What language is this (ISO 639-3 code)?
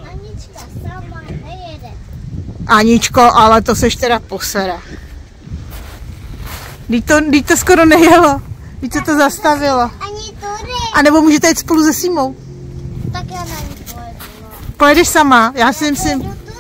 ces